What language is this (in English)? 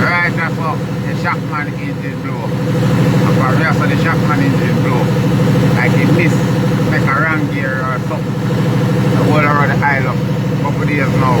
Jamaican Creole English